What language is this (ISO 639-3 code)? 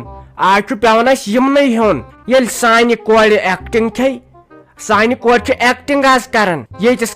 kas